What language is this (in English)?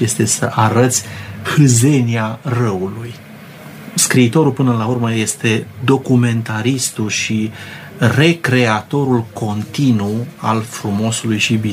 Romanian